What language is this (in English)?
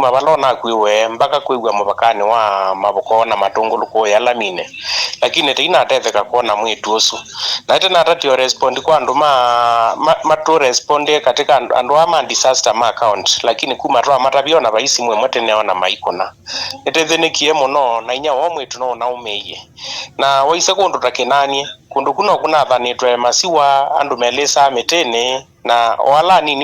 Kamba